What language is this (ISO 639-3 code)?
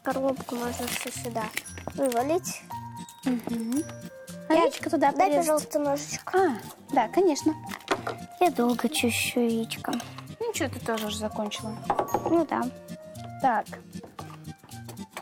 rus